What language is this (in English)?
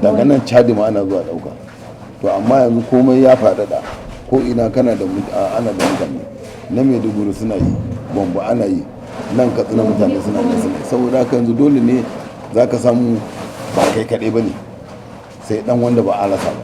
Hausa